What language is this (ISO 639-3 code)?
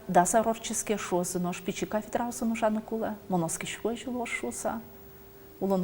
udm